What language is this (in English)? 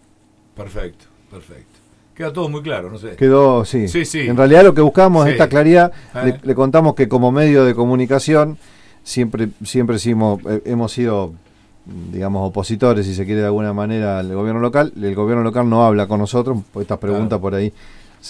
Spanish